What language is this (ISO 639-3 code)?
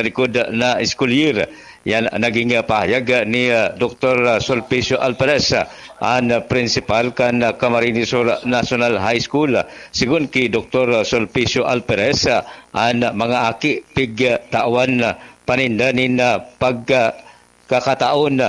bik